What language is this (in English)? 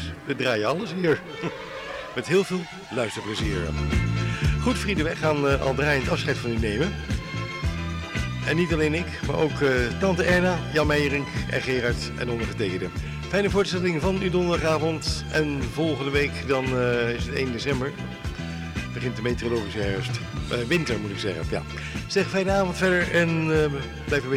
Dutch